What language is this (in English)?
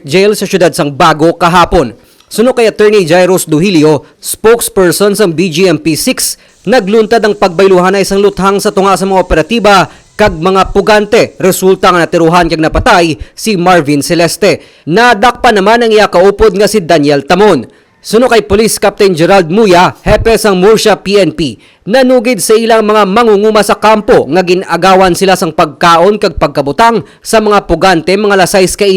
Hiligaynon